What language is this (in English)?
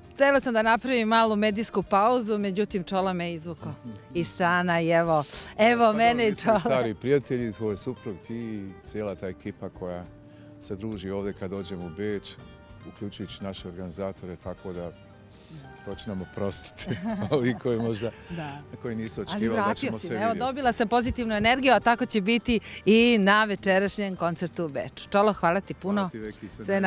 Bosnian